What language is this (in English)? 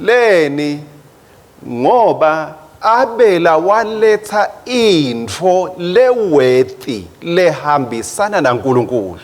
Swati